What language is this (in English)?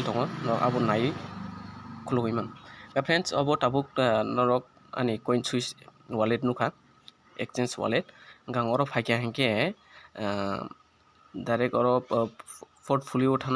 Kok Borok